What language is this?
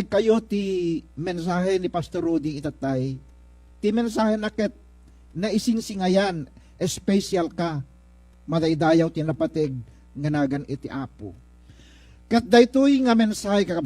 Iloko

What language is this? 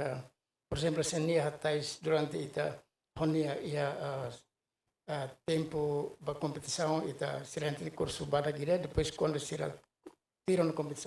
Tetum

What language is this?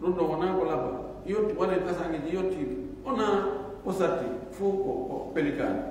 Pular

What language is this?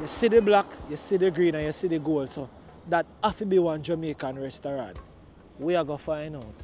Jamaican Creole English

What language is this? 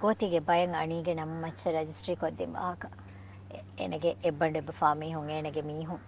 Divehi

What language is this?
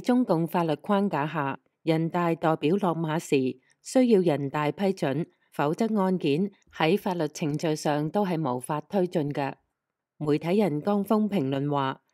Cantonese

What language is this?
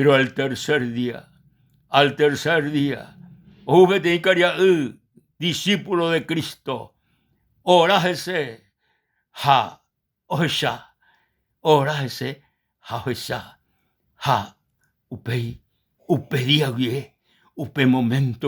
Guarani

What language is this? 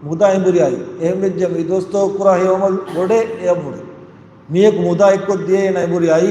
Divehi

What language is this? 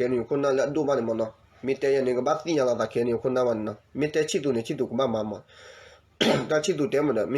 S'gaw Karen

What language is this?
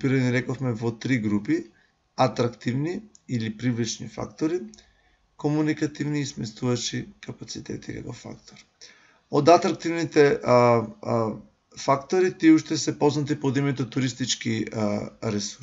Macedonian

